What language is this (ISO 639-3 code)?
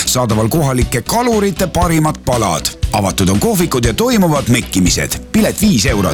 est